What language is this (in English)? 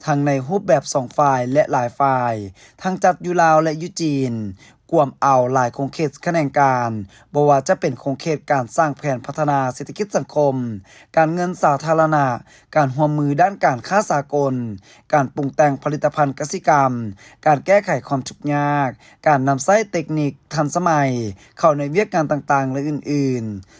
Lao